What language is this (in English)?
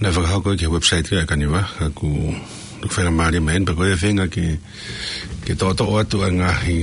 Tongan